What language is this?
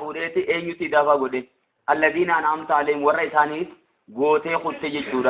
Oromo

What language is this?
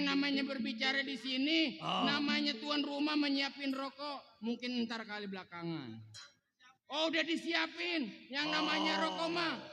Betawi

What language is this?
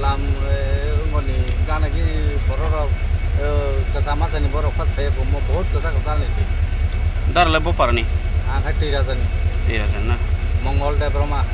Riang (India)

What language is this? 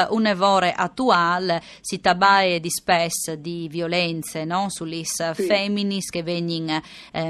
Friulian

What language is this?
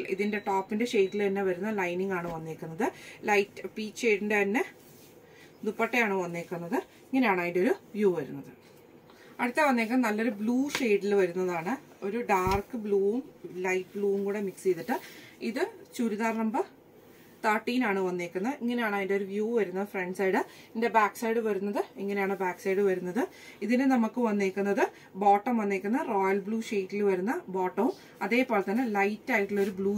Malayalam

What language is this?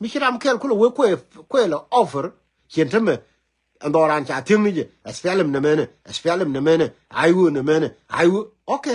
Nuer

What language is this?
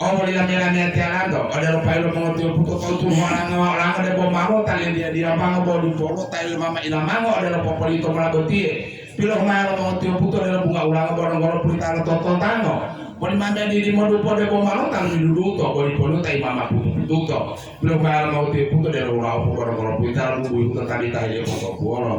Gorontalo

